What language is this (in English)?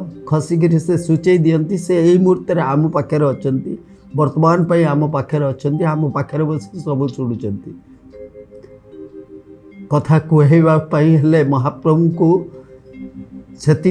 Odia